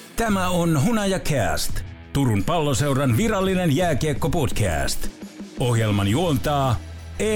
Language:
Finnish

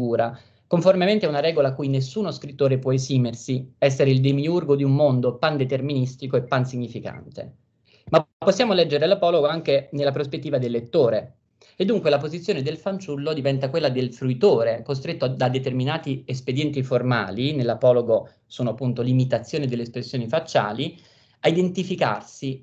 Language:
Italian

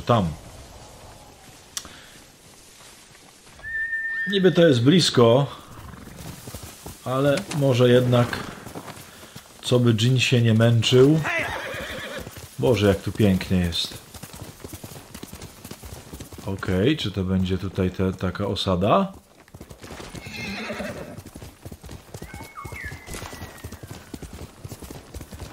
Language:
Polish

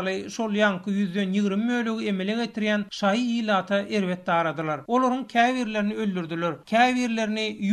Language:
Turkmen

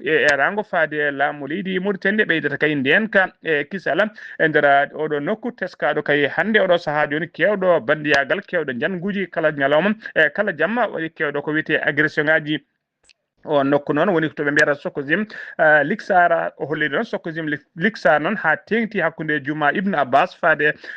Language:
Fula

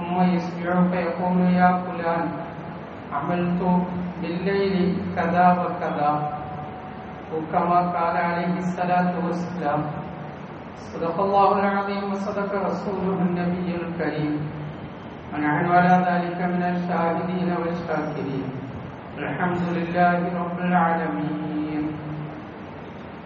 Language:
Malayalam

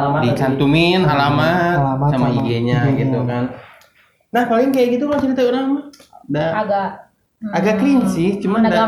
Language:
Indonesian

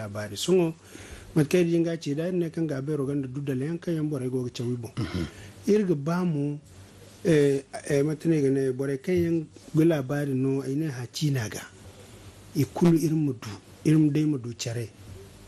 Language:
Zarma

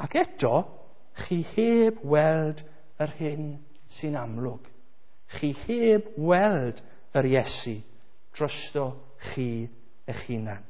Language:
Welsh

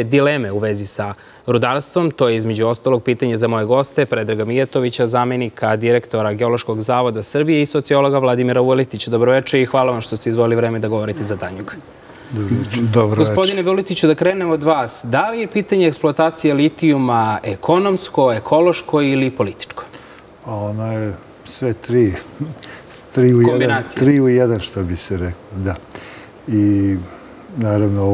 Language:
Serbian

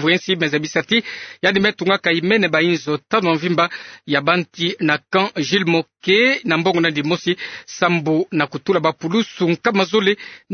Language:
Kituba (Democratic Republic of Congo)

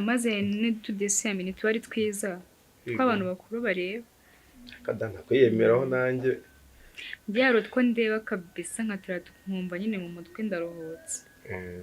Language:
Kinyarwanda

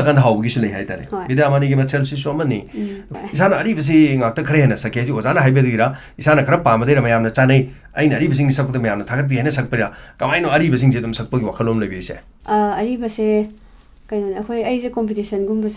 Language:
Manipuri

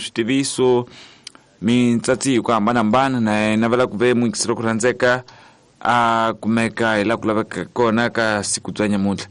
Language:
Tsonga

